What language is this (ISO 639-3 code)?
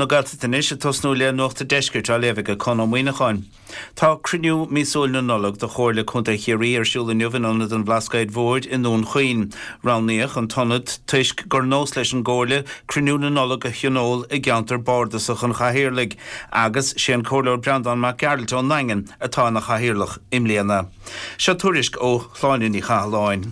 gle